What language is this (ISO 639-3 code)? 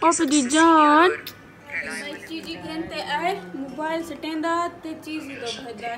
skr